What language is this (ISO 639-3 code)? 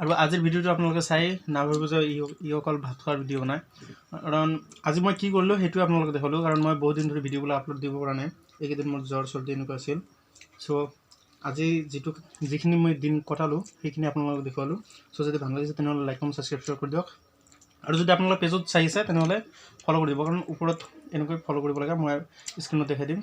asm